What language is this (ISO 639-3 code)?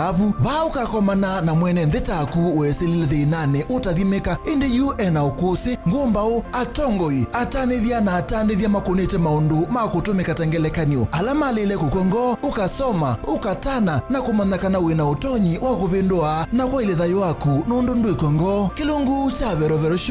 kam